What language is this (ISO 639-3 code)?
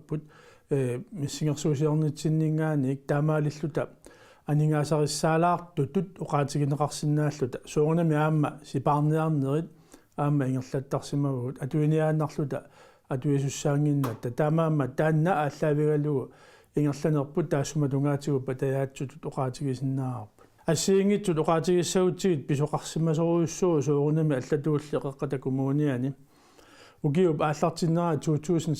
kal